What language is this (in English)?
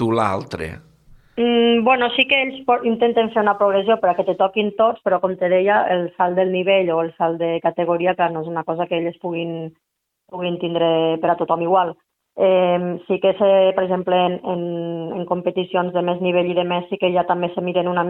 Catalan